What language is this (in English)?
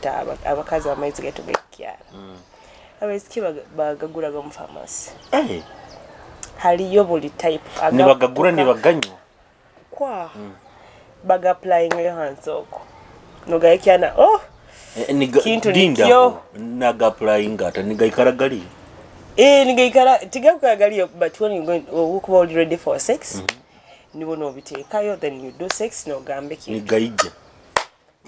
Nyoro